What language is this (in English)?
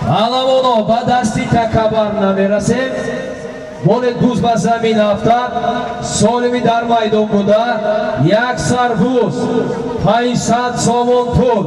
Tajik